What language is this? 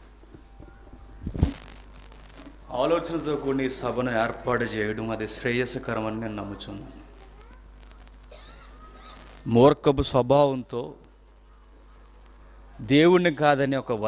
Telugu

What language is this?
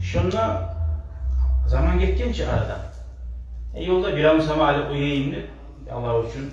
Kumyk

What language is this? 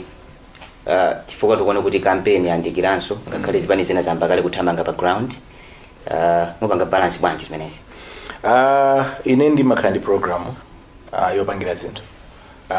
Nyanja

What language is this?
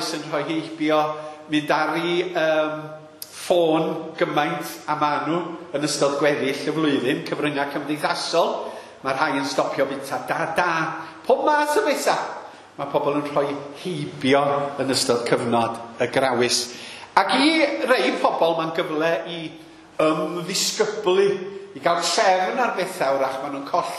Welsh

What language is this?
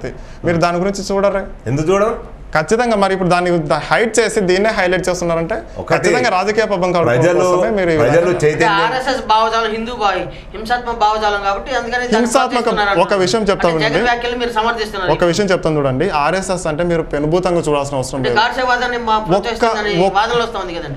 Telugu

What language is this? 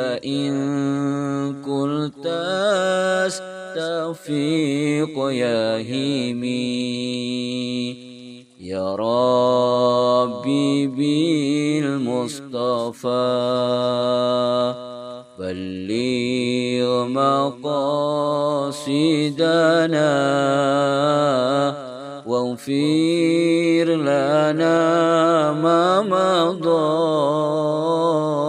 Arabic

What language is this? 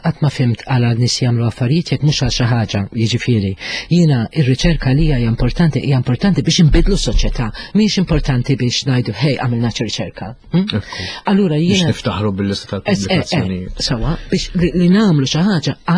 Maltese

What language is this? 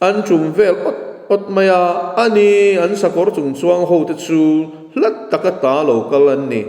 Mizo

